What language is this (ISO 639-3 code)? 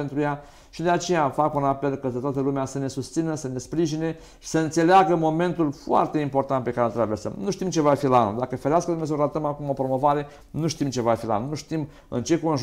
ron